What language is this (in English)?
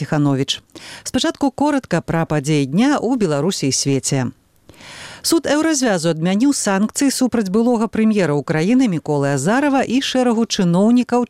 Belarusian